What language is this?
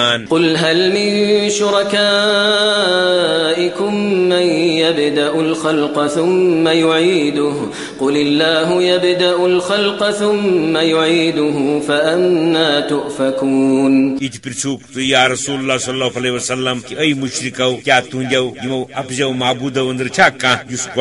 Kashmiri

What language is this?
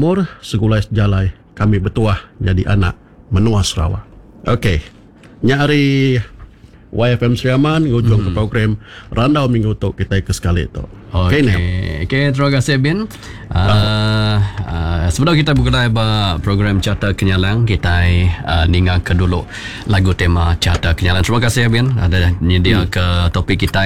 Iban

